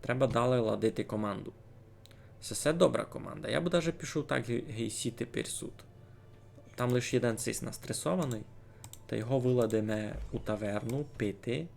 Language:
Rusyn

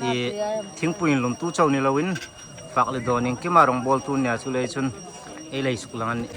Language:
Hmar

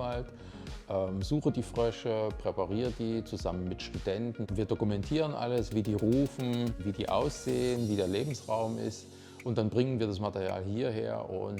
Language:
Swiss German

